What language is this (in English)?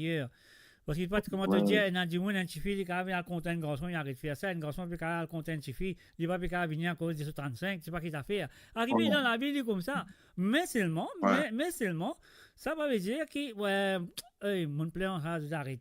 Morisyen